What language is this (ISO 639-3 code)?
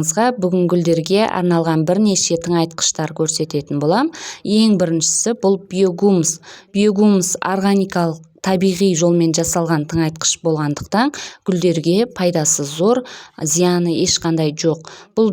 kaz